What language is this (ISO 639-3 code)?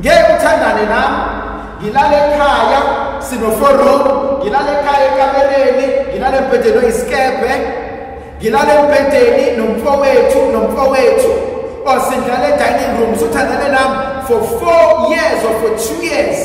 zul